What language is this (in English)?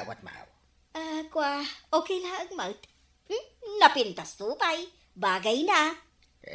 Iloko